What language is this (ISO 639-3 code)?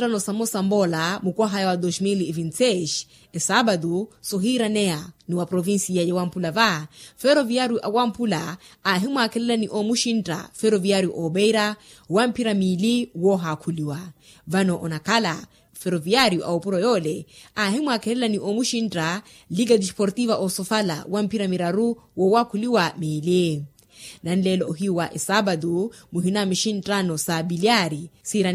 vmw